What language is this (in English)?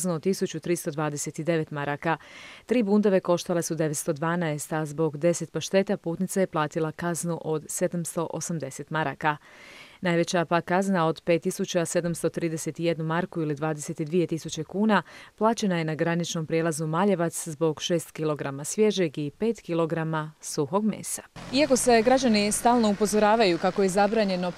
Croatian